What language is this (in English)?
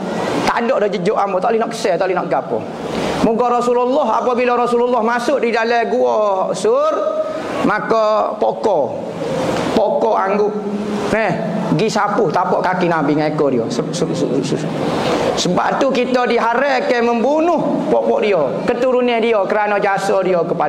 Malay